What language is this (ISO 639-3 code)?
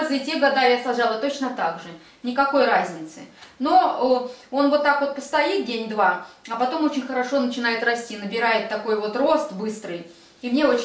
rus